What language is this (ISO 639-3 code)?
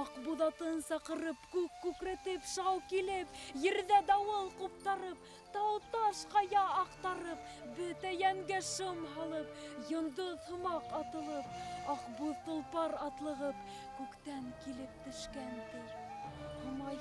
bak